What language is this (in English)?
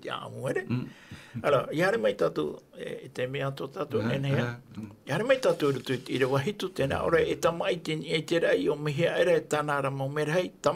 Tahitian